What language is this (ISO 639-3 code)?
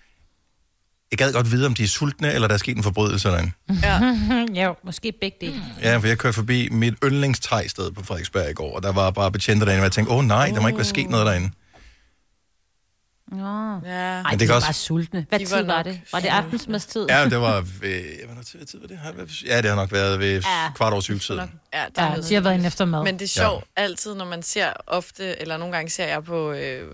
dan